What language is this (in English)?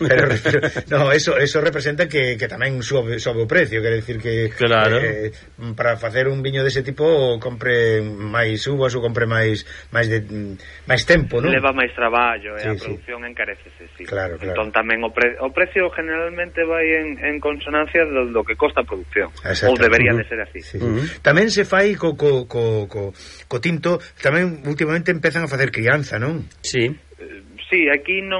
Galician